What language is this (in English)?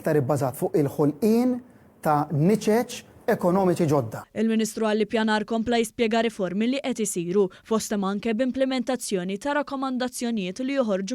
Maltese